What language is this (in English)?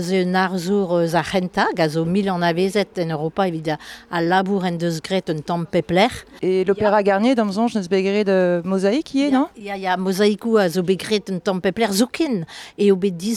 Breton